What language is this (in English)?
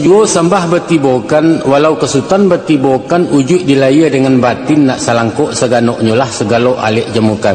Minangkabau